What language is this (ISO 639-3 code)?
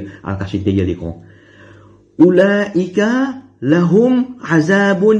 mfe